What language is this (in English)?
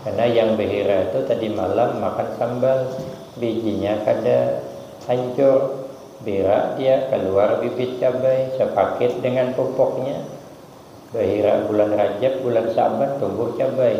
Banjar